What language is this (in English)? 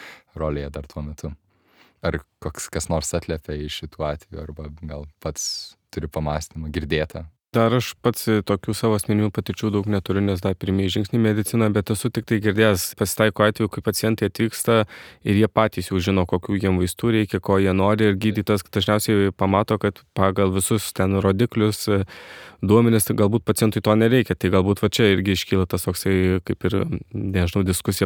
Lithuanian